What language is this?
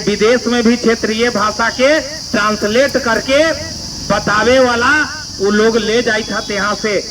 Magahi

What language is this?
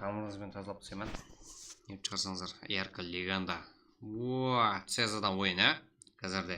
Kara-Kalpak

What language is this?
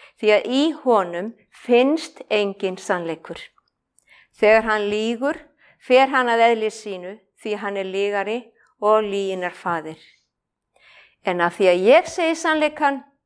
Icelandic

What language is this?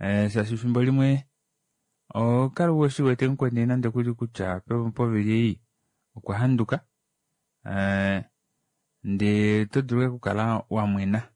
Kuanyama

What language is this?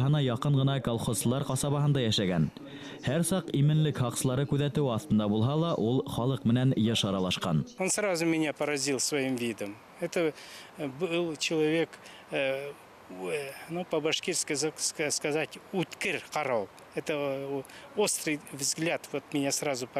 Bashkir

